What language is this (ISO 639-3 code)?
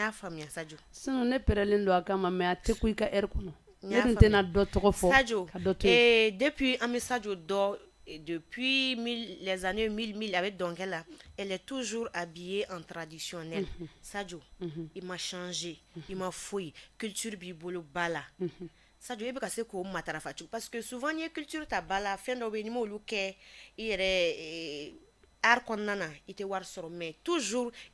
bam